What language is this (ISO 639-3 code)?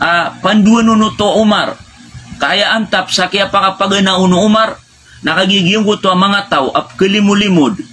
mrw